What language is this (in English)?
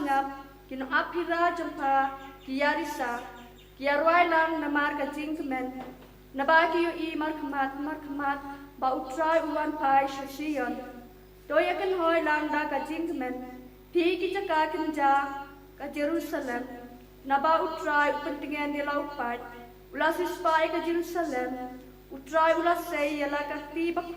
Khasi